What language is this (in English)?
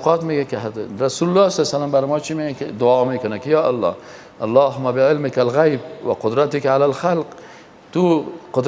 Persian